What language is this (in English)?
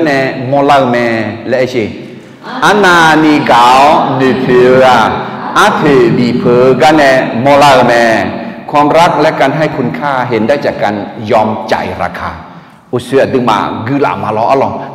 Akha